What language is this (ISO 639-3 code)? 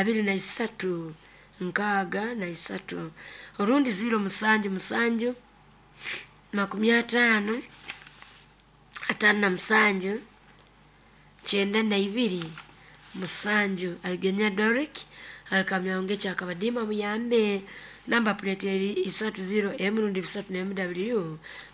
nyo